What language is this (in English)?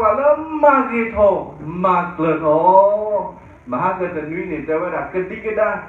S'gaw Karen